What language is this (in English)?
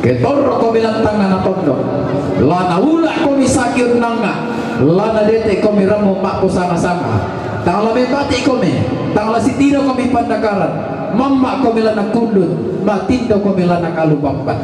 Toraja-Sa'dan